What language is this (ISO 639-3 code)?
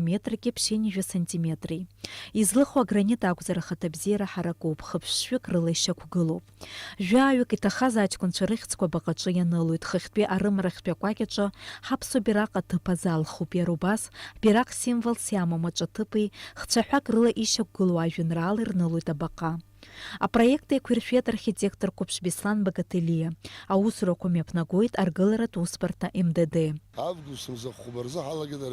abk